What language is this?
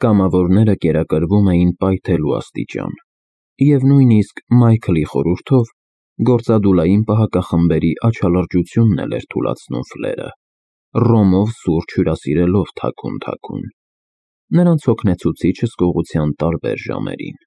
Armenian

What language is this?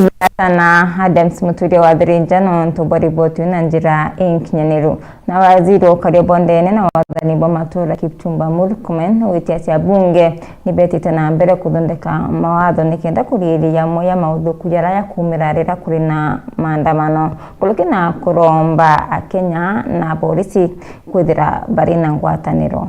Meru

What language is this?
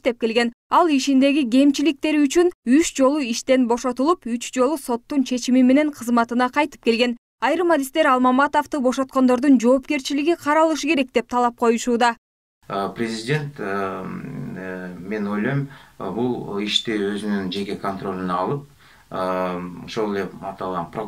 Kyrgyz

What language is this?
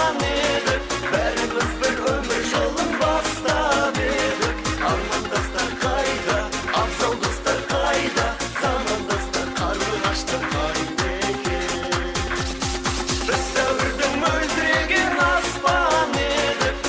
Kara-Kalpak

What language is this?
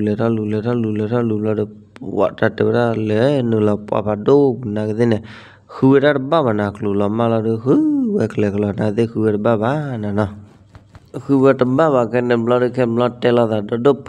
S'gaw Karen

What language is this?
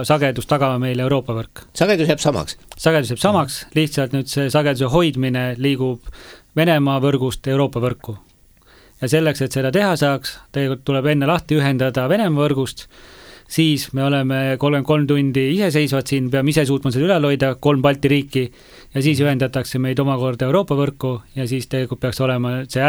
Estonian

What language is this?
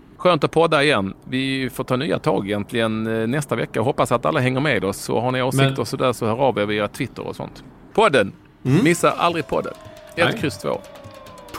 Swedish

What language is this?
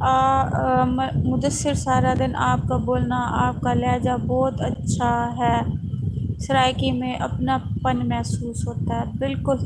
Saraiki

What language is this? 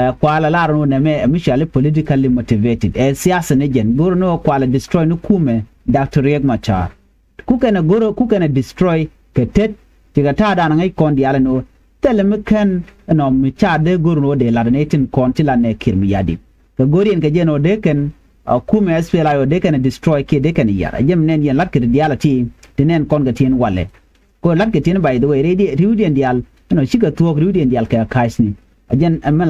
Nuer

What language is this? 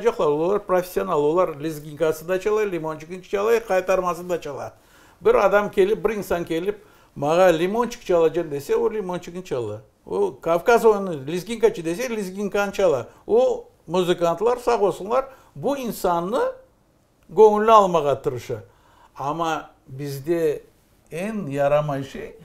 Crimean Tatar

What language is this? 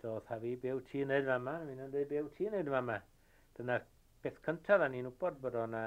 Welsh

